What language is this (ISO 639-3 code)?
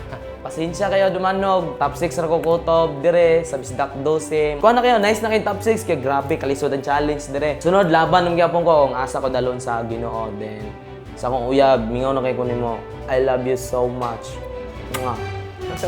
ceb